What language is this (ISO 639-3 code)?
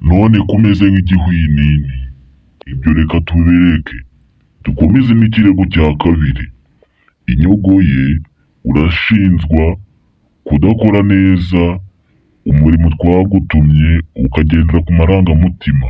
kin